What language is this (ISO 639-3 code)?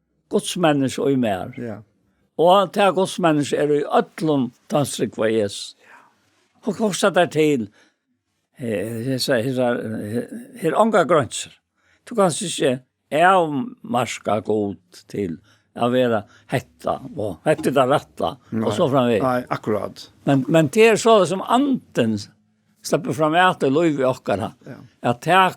fao